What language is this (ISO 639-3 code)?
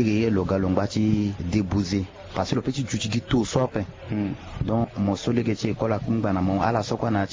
sag